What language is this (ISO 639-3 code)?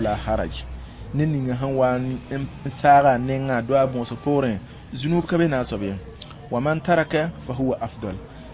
mos